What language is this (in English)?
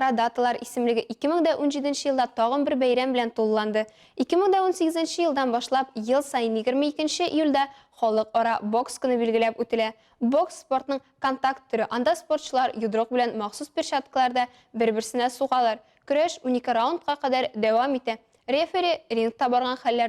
Tatar